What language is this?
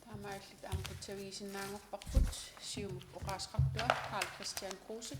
Kalaallisut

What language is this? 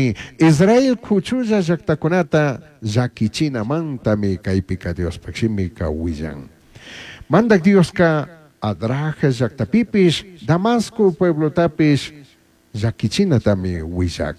Chimborazo Highland Quichua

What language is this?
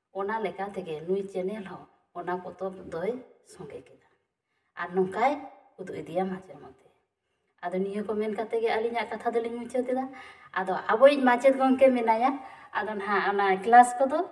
Santali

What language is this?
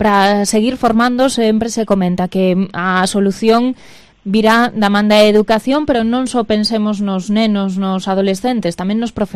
Galician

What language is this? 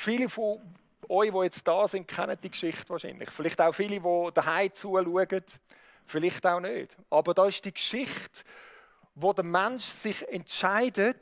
Swiss German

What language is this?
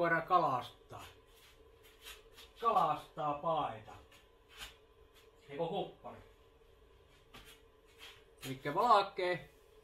Finnish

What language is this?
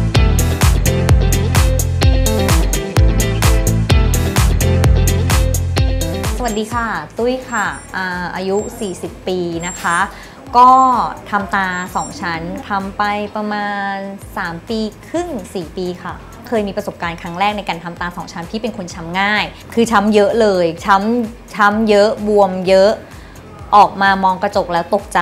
Thai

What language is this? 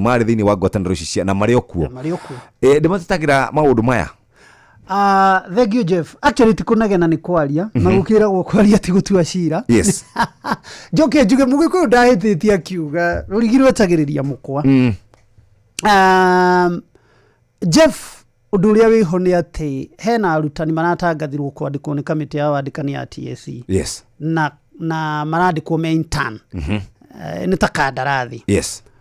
Kikuyu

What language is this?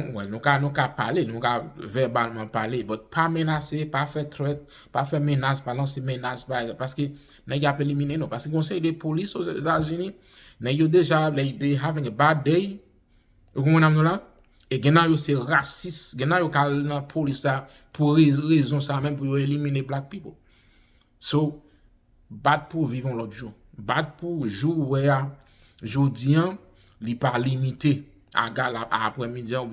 Haitian Creole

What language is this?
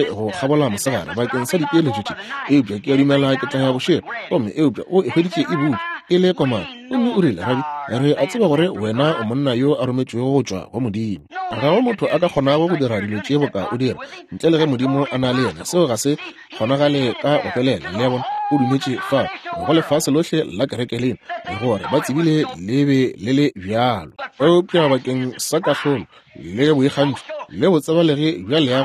Northern Sotho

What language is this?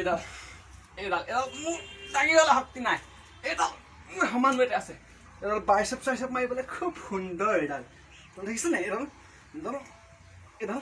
Assamese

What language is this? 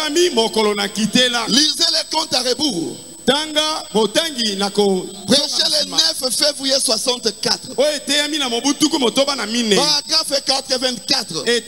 French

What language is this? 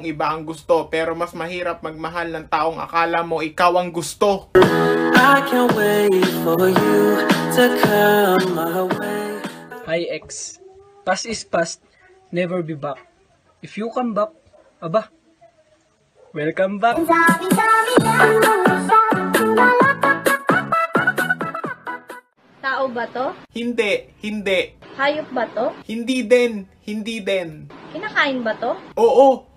Filipino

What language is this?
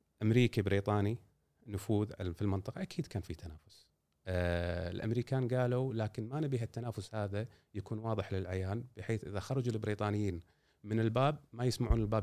Gulf Arabic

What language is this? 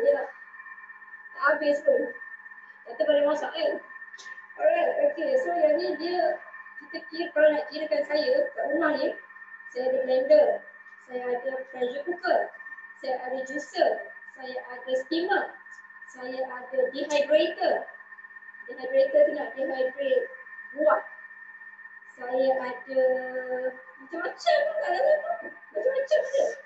Malay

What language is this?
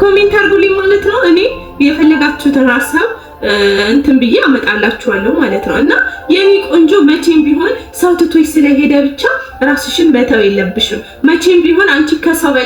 Amharic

